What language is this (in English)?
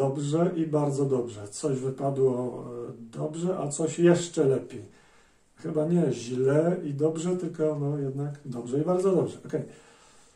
Polish